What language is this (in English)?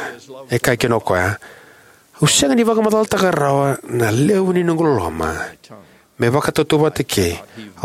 Fijian